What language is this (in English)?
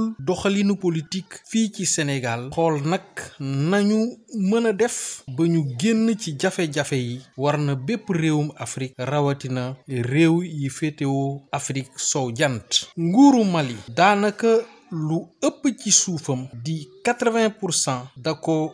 Wolof